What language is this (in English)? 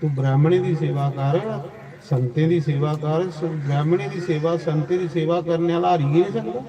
Dogri